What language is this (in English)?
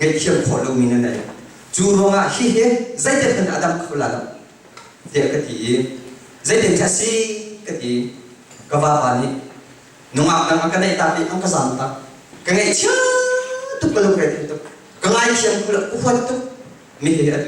Hakha Chin